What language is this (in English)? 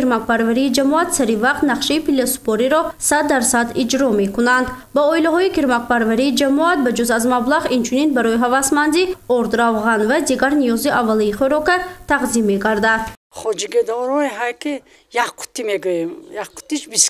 Tajik